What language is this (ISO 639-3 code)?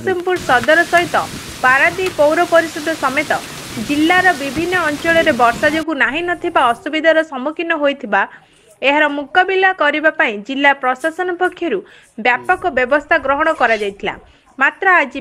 ori